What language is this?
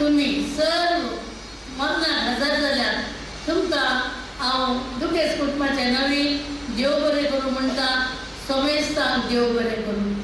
Konkani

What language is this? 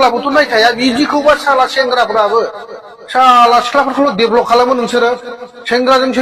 Bodo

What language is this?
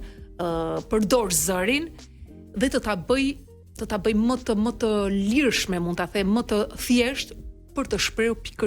Albanian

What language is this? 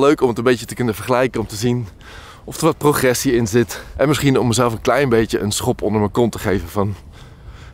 Dutch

